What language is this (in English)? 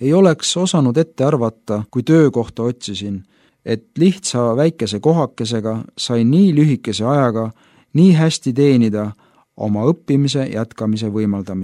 Estonian